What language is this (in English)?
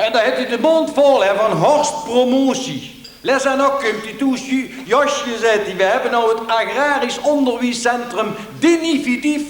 Limburgish